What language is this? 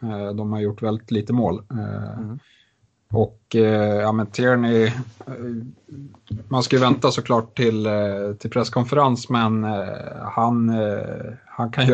Swedish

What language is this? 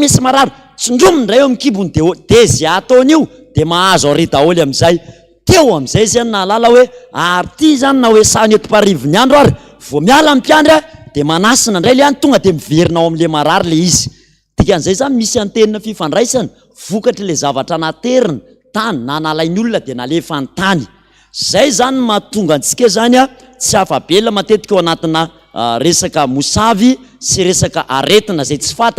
Malagasy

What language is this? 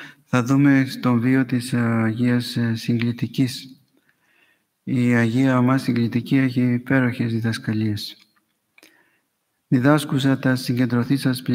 Greek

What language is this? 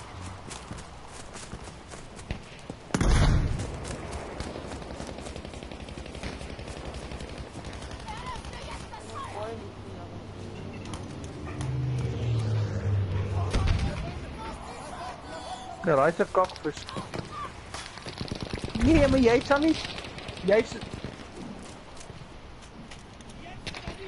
Afrikaans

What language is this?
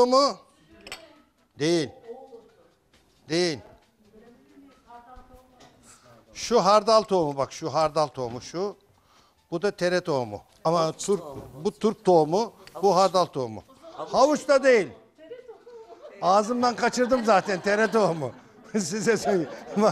Turkish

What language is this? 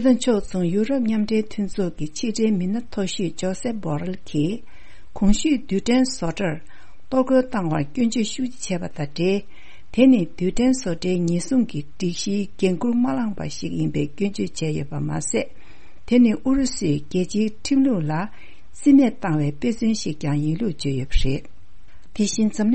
Tibetan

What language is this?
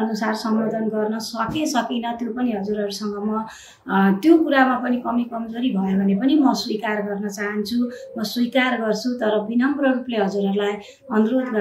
Nepali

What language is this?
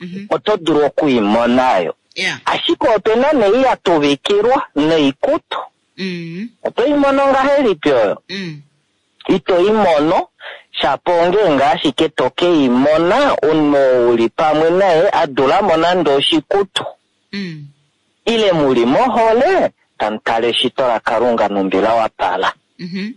Kuanyama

